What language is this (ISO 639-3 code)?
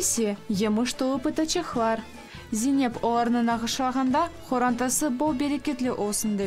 crh